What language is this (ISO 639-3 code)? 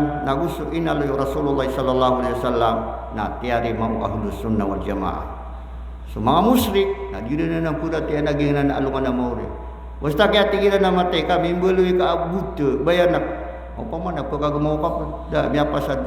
mrw